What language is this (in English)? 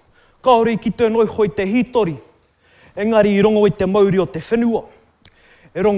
Māori